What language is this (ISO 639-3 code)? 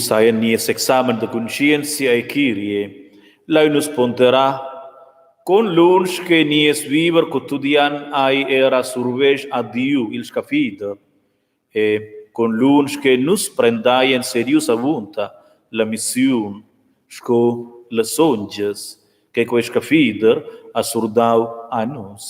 roh